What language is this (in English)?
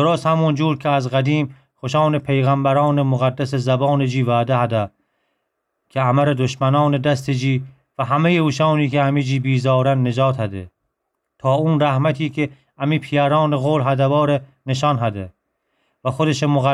Gilaki